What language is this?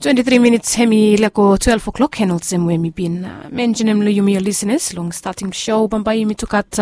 Bislama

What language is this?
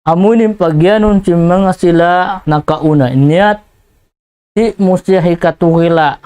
Tausug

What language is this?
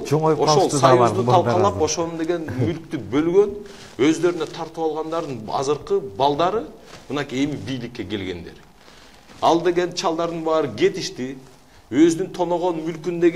Kyrgyz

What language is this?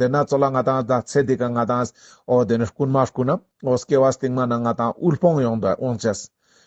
Ladakhi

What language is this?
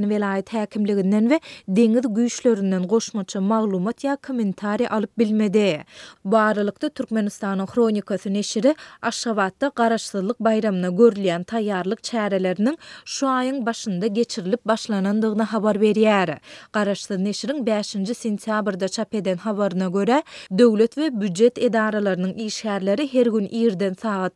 Turkmen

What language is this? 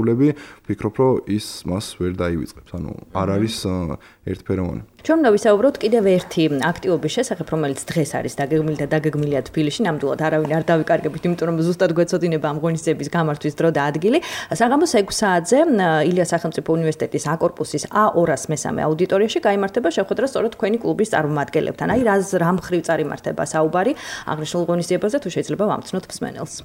Georgian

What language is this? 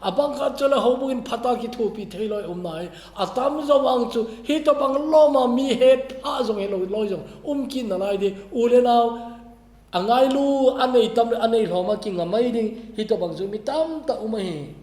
Thado Chin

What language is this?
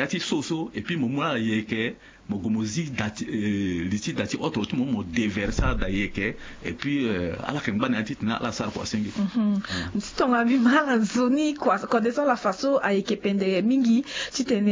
Sango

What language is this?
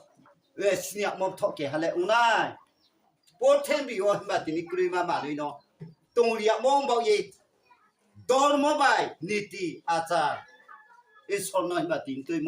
Riang (India)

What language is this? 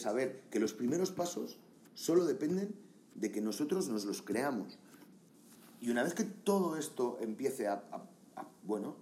Spanish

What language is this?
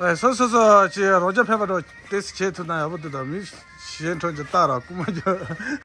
Tibetan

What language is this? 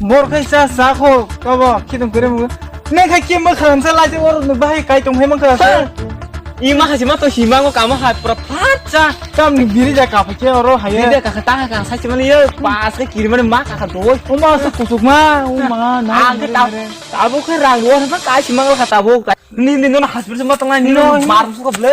Kok Borok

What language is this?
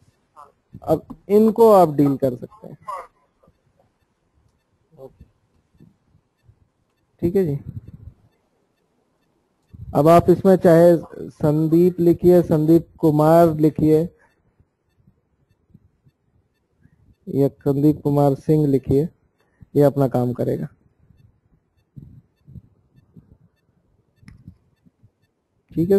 Hindi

